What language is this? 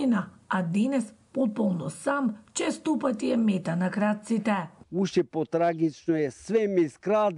Macedonian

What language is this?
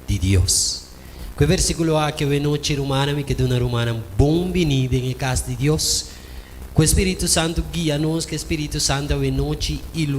Papiamento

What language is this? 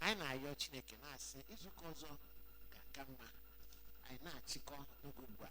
Igbo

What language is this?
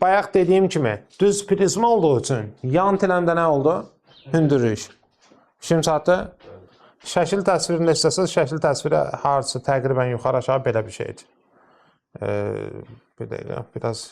Azerbaijani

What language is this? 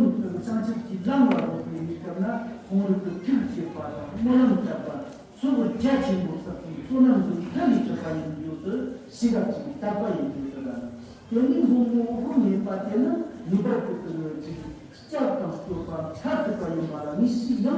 Tibetan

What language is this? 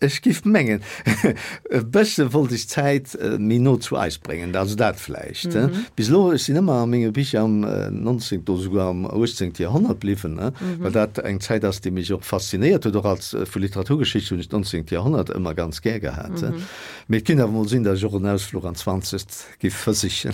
Luxembourgish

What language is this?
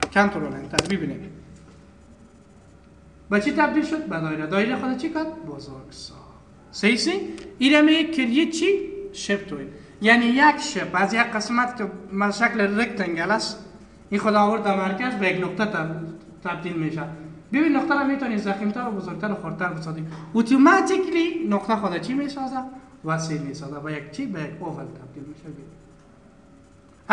Persian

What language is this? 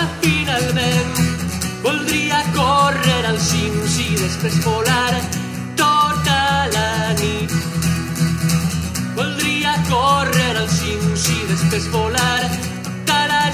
Catalan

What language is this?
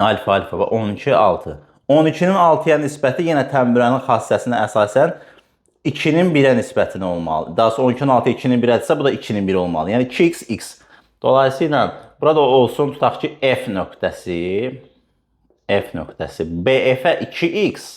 Azerbaijani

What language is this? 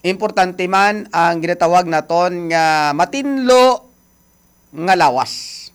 Hiligaynon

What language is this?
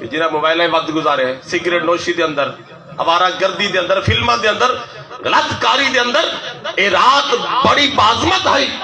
Saraiki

